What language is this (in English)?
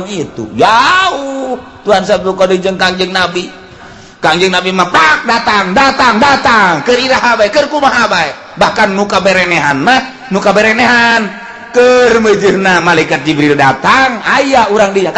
Sundanese